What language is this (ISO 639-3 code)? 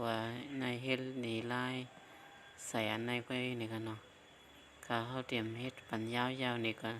shn